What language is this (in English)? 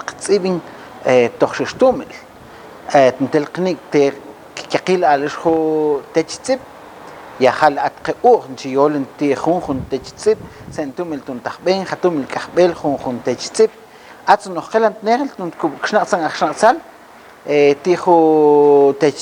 Mam